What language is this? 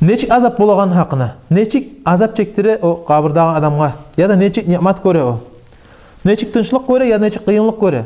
Kumyk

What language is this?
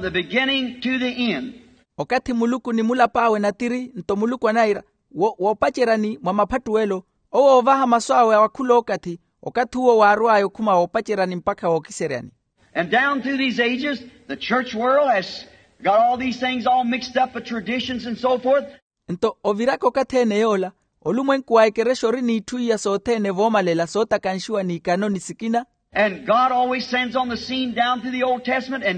Makhuwa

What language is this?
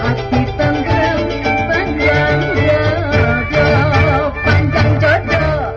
Betawi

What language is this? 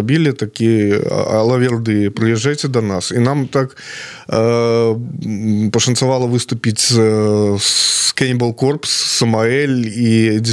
Belarusian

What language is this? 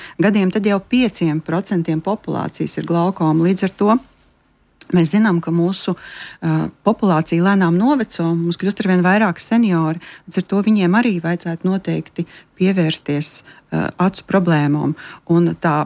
Latvian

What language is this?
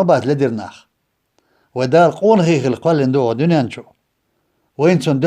Chechen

